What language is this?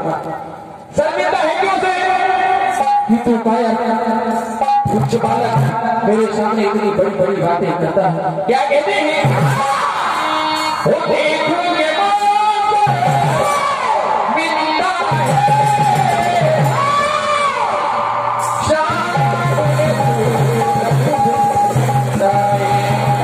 Hindi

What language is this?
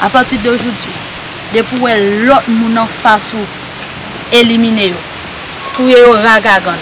Haitian Creole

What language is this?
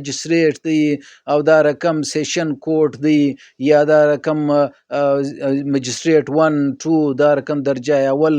Pashto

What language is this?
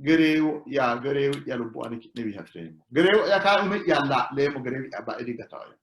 Sidamo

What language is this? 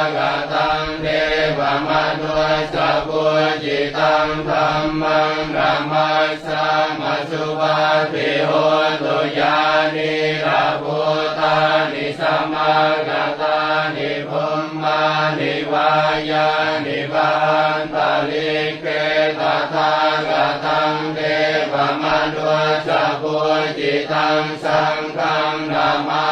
Pali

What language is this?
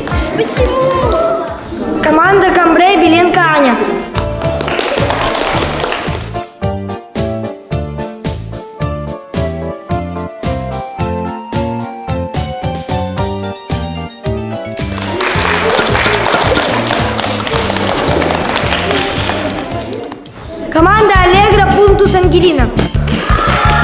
Russian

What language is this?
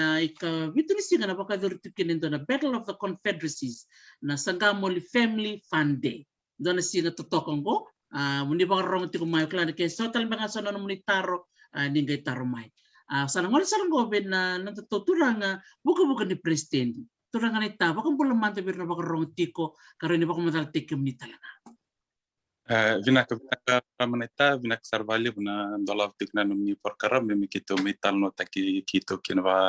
Fijian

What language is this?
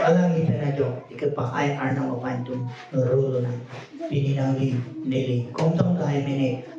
Karbi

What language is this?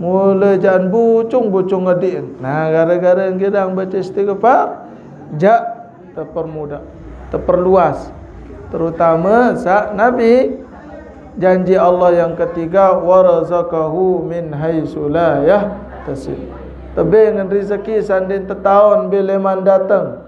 Sasak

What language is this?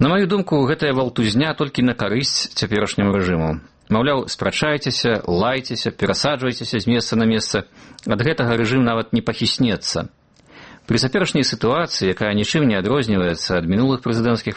Belarusian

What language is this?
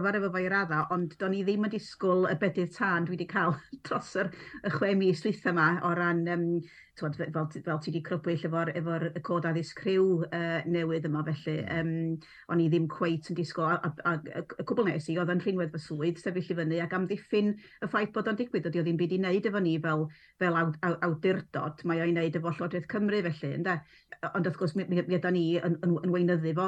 Welsh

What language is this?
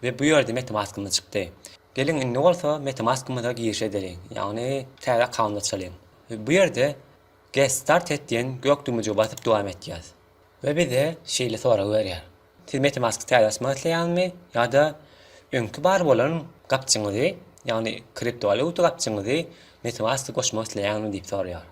Turkmen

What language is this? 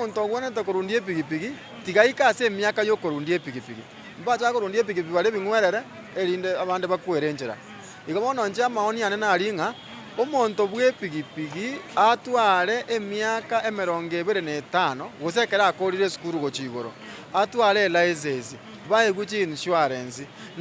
Gusii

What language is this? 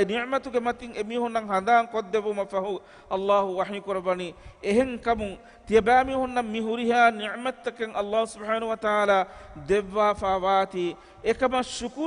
Divehi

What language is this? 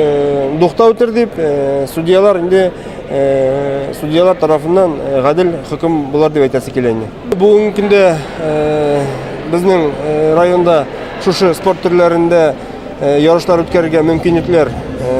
Tatar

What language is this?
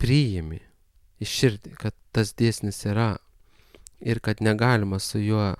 Lithuanian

